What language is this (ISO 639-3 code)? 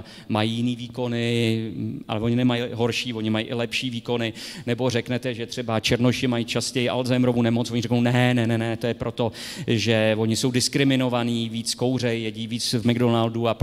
ces